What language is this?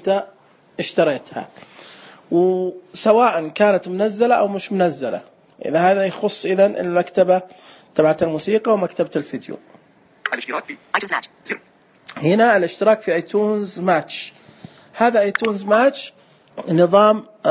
Najdi Arabic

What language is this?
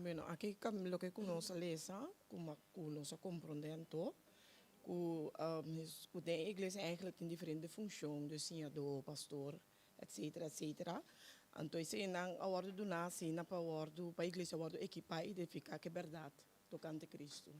Papiamento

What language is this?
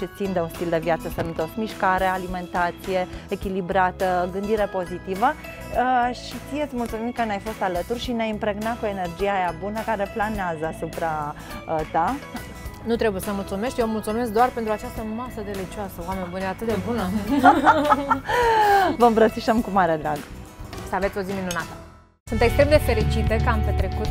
Romanian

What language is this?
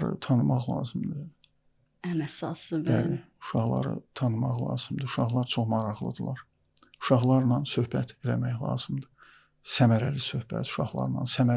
Azerbaijani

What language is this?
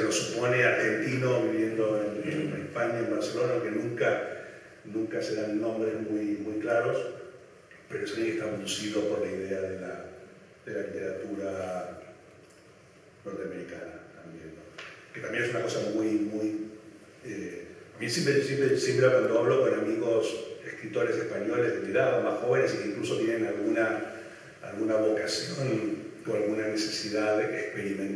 Spanish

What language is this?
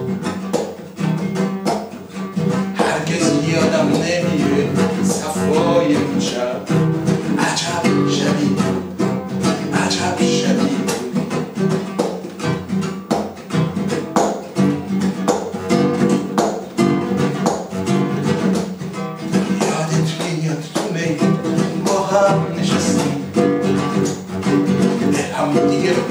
Persian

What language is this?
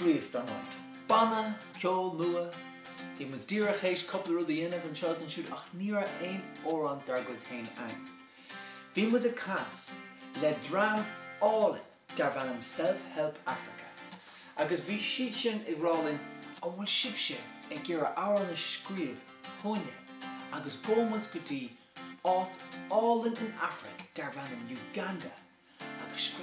Irish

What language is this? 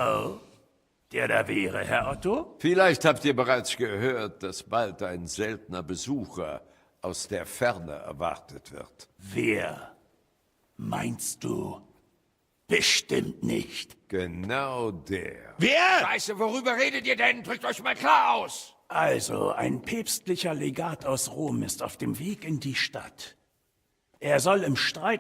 Bavarian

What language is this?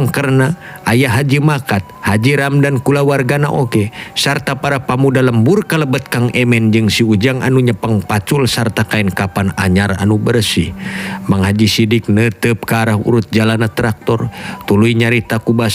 Sundanese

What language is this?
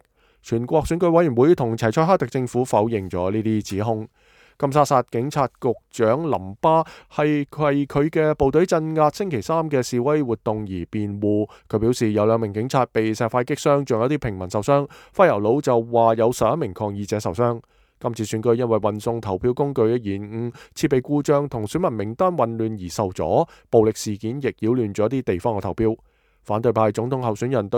Cantonese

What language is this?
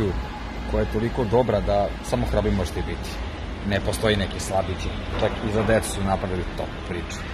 Macedonian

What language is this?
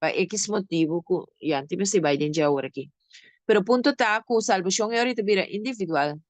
Papiamento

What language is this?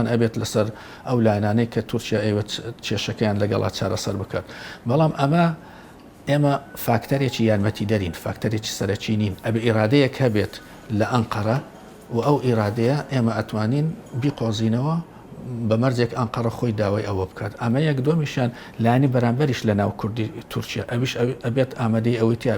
Central Kurdish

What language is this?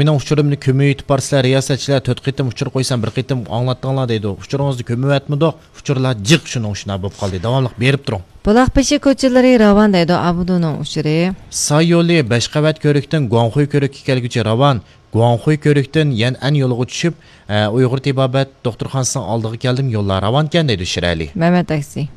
Uyghur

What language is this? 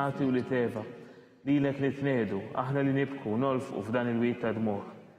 Maltese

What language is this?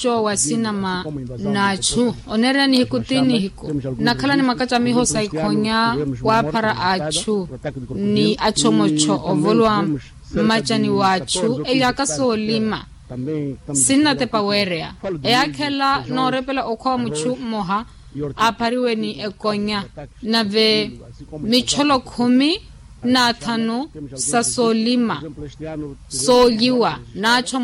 Makhuwa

